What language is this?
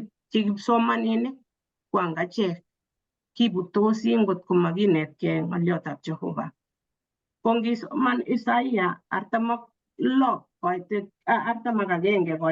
Kalenjin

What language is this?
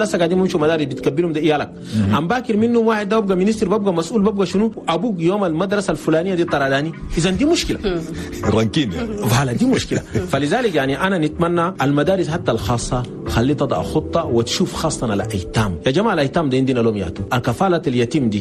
Chadian Arabic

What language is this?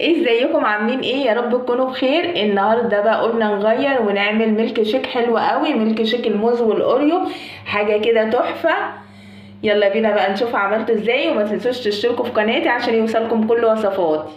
Egyptian Arabic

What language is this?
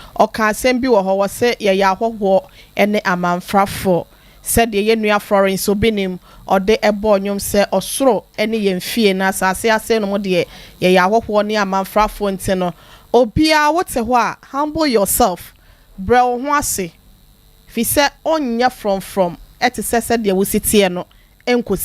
Akan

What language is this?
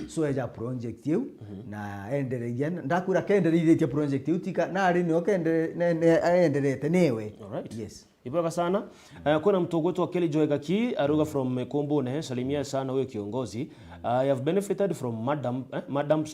Meru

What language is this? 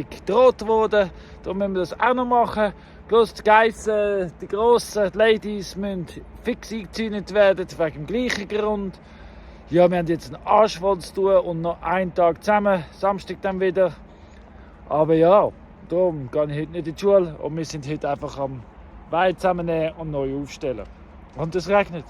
Swiss German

